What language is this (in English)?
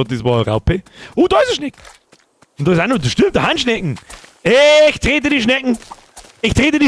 Bavarian